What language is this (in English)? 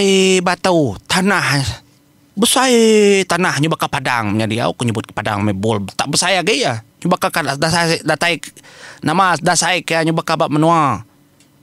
Iban